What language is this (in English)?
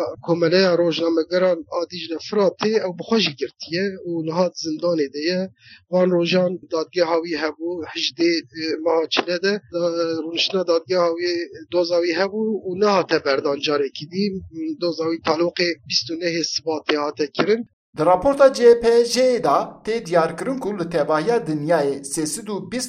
Kurdish